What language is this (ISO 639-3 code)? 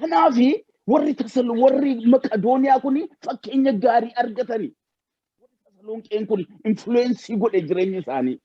orm